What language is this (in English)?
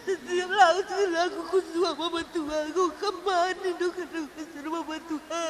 Batak Karo